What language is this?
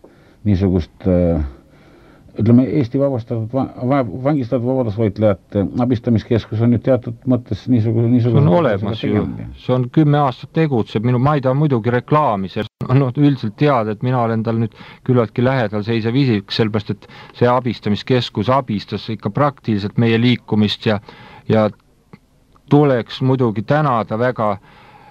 Estonian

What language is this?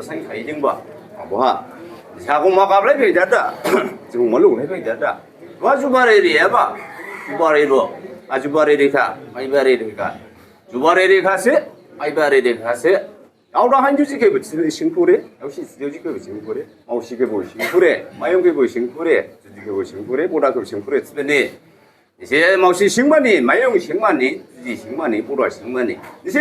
Dimasa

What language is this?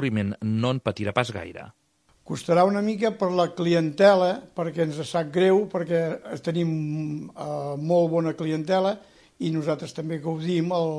Catalan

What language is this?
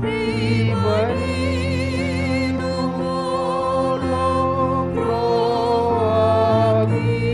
Batak Toba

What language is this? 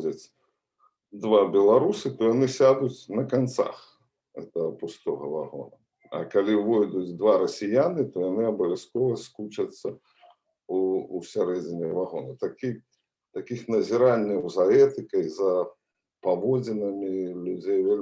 Belarusian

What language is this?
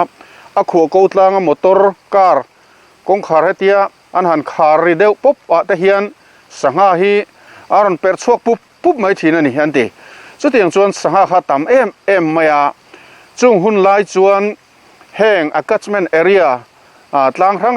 Mizo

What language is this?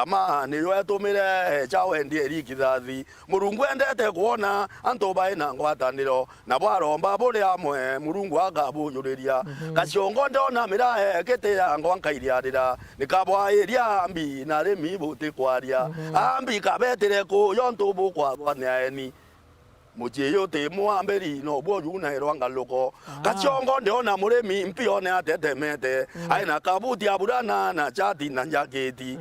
Meru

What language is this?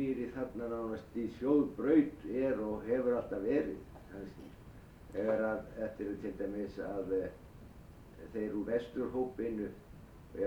Icelandic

